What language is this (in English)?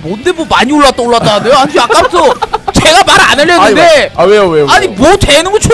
Korean